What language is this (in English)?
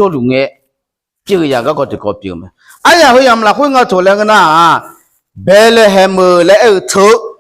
Akha